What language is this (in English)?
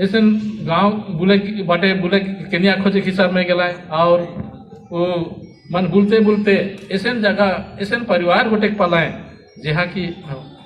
Sadri